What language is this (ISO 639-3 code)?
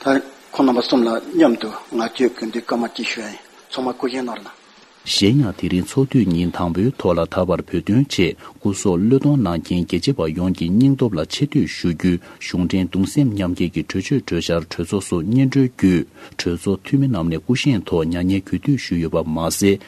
bod